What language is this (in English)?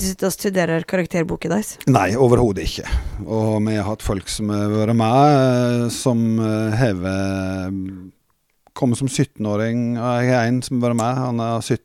Norwegian